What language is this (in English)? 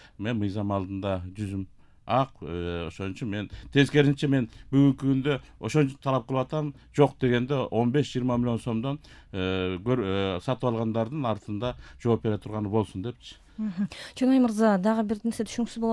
Kyrgyz